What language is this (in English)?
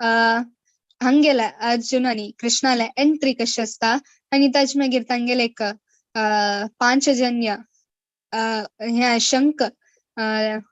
Konkani